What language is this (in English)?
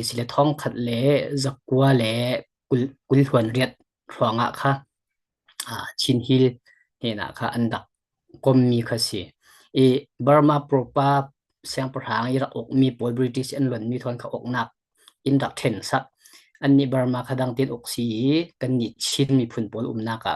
Falam Chin